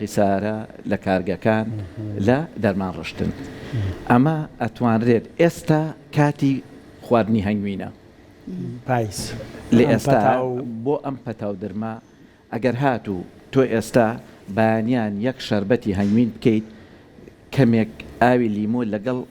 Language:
Central Kurdish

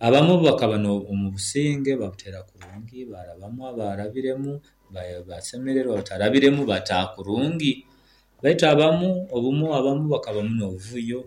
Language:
Nyoro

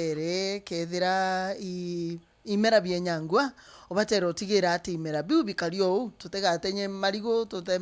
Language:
Meru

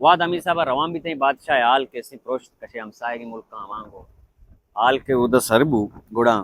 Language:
Baluchi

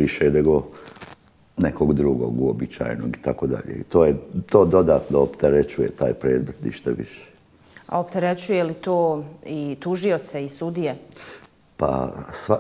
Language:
Bosnian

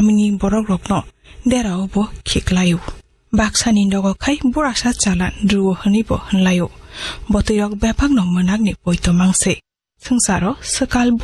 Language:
Kok Borok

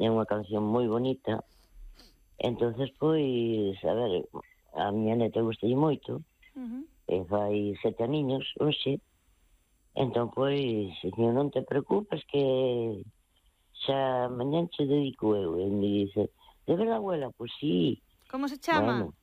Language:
Galician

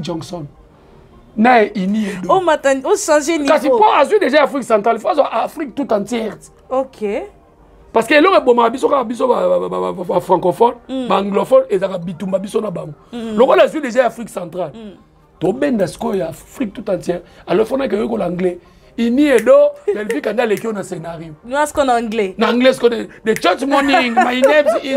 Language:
Lingala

